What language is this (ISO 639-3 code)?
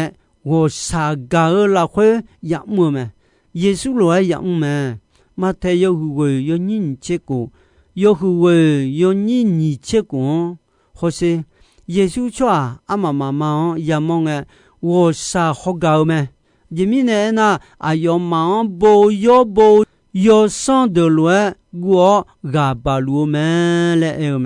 ahk